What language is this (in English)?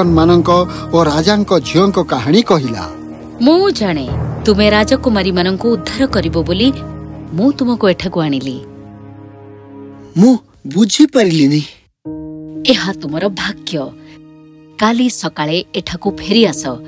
Odia